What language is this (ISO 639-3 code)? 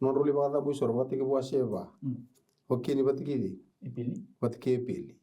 fij